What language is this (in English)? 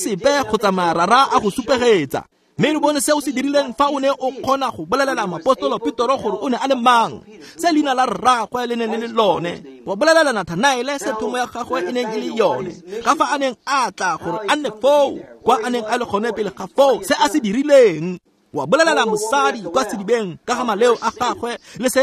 Tswana